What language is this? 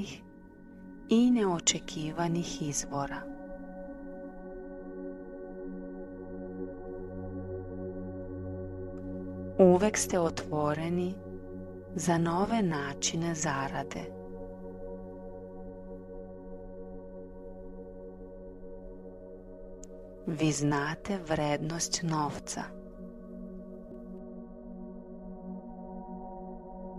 Serbian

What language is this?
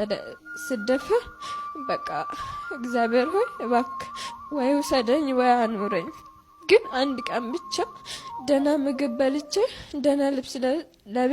Amharic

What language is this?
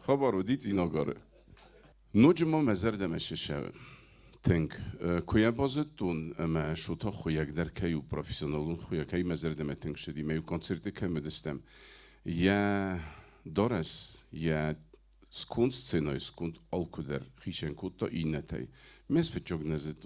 Ossetic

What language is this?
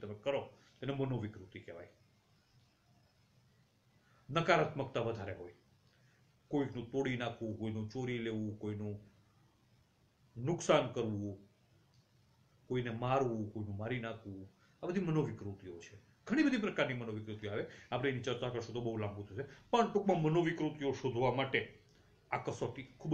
Gujarati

